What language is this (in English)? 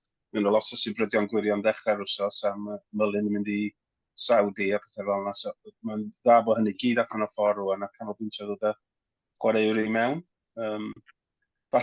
Welsh